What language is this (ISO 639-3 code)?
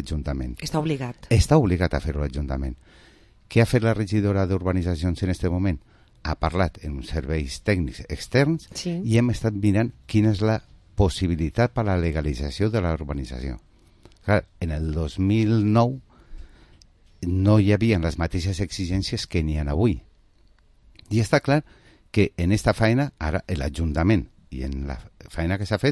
cat